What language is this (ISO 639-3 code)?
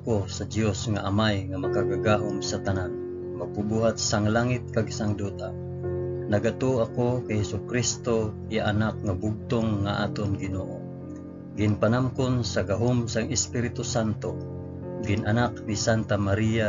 hil